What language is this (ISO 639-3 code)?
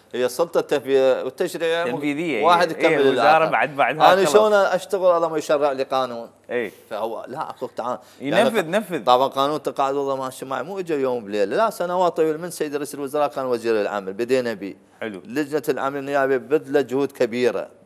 acm